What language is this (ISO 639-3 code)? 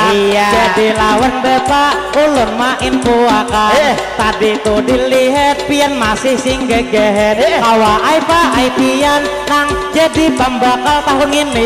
bjn